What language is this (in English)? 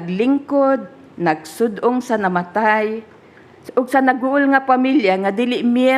Cebuano